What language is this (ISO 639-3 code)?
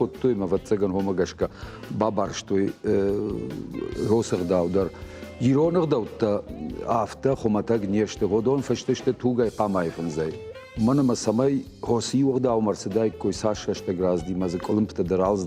oss